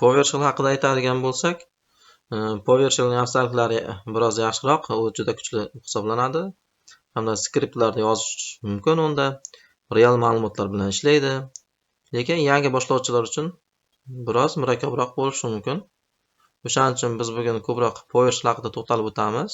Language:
Uzbek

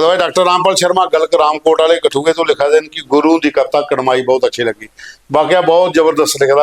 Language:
Dogri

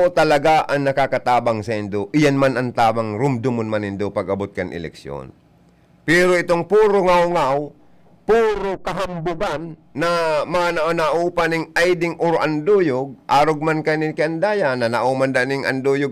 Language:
Bikol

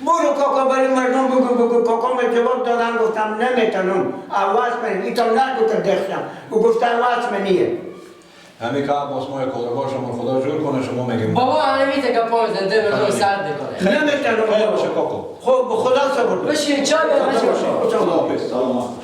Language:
Persian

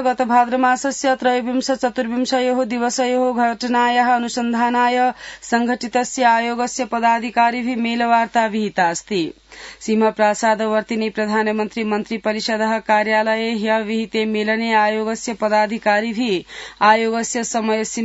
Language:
Sanskrit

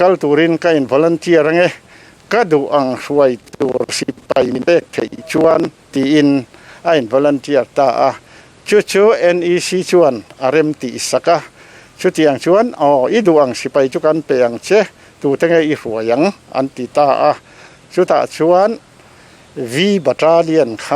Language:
Mizo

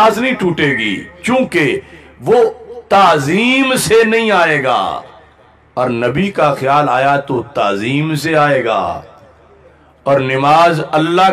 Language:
Urdu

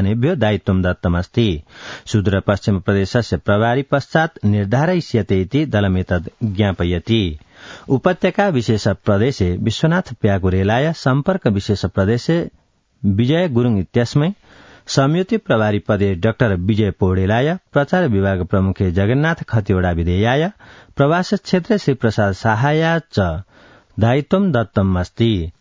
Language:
Sanskrit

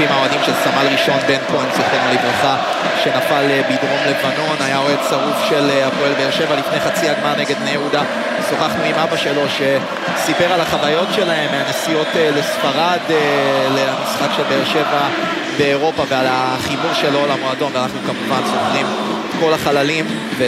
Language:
Hebrew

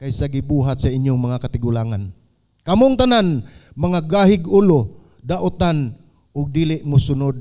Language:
Cebuano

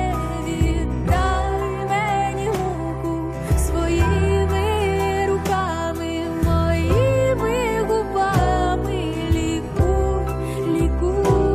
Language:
Ukrainian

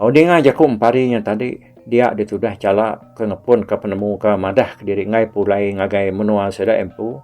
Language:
Iban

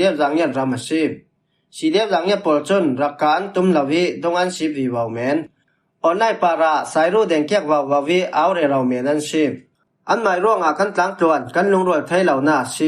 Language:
Falam Chin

